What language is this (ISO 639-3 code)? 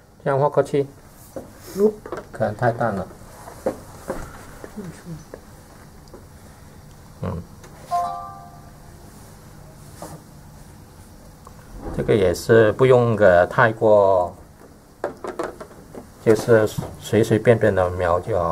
zho